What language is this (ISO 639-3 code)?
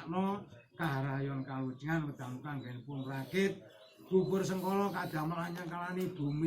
jav